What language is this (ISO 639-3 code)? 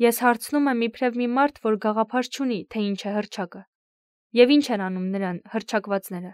hye